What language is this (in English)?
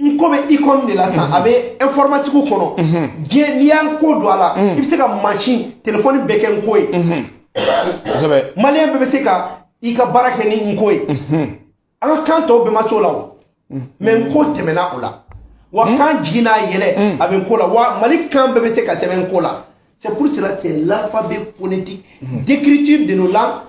Bambara